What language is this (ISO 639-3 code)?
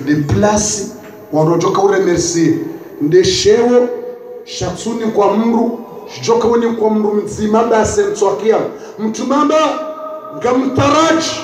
zdj